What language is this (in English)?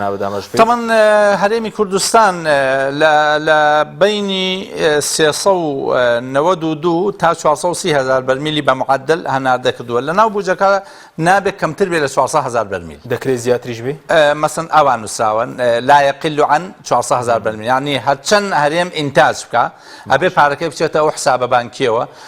Central Kurdish